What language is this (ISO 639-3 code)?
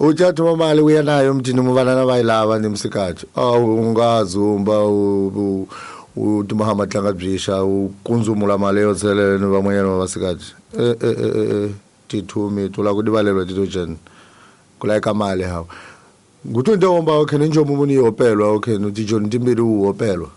tso